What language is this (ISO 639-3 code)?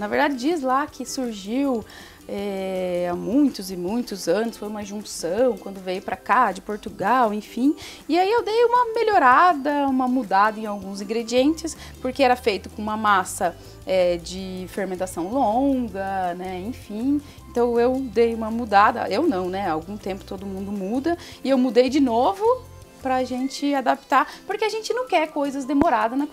por